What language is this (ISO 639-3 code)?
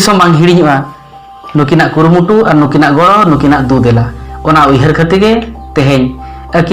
sat